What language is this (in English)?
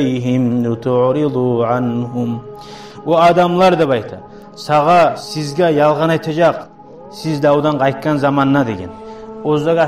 Kumyk